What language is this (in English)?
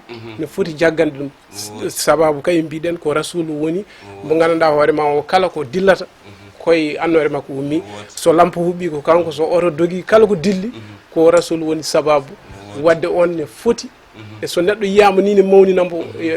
Fula